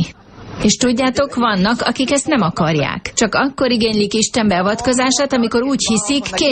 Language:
Hungarian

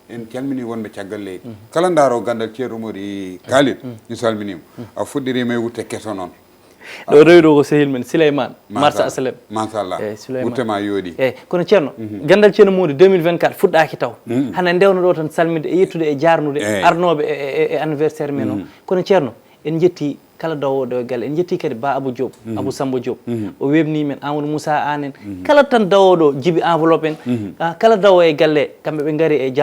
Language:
Fula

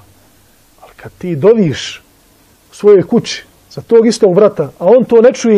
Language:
Bosnian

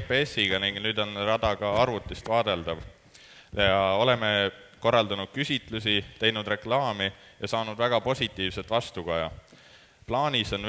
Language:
Estonian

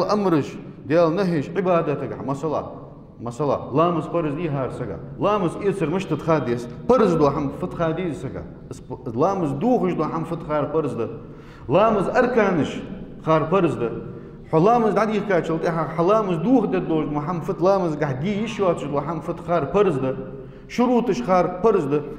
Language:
Ingush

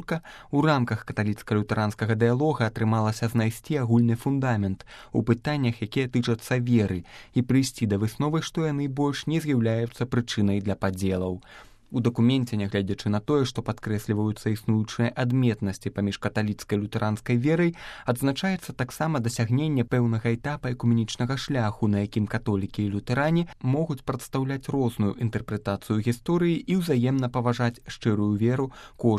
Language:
Belarusian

